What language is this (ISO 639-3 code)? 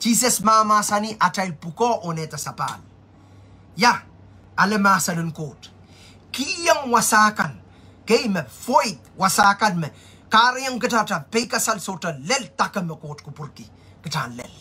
pon